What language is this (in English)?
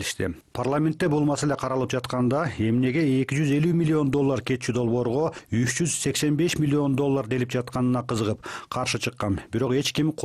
Kyrgyz